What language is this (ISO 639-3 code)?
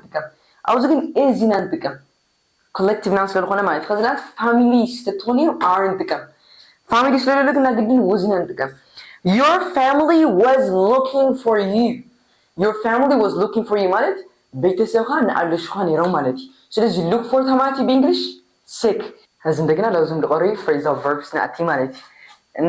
tir